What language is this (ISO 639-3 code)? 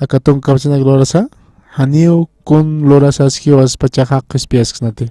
aym